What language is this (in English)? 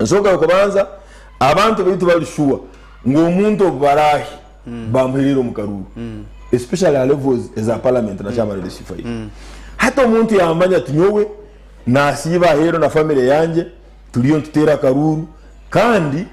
Nyankole